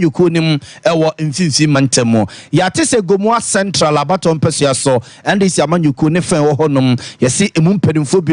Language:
Akan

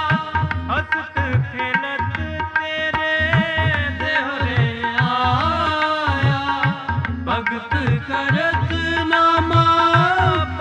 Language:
Punjabi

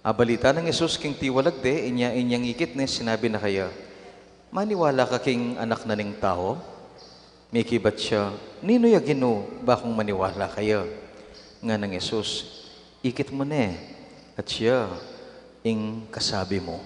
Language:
Pampanga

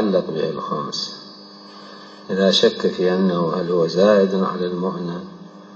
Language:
Arabic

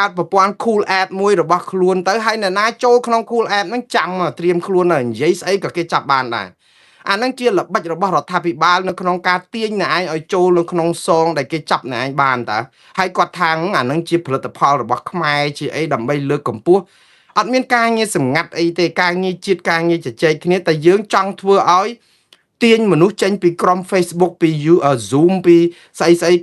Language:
Khmer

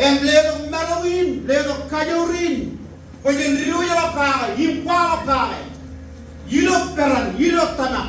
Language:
Marshallese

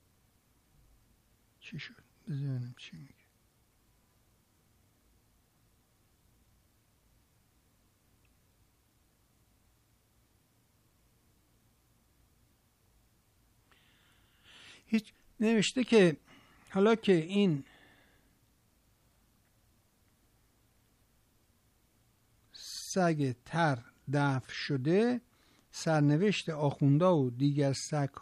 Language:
Persian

